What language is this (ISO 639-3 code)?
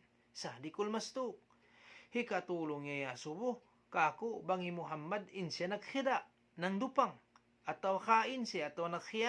tsg